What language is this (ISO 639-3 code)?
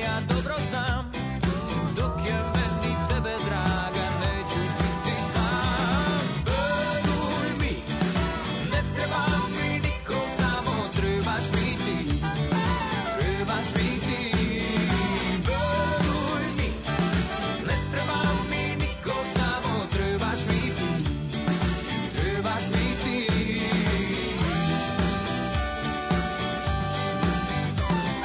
srp